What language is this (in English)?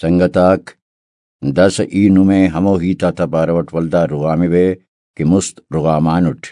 Brahui